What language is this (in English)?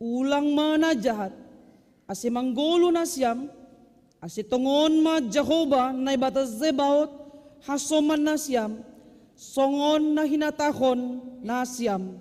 Batak Simalungun